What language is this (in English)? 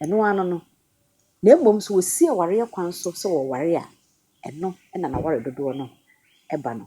Akan